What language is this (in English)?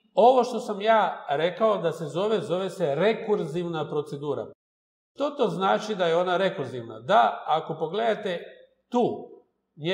Croatian